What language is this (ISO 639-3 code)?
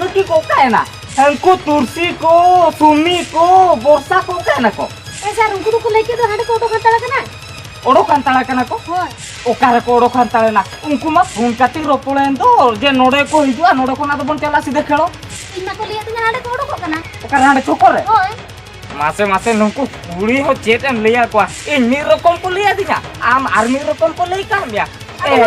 sat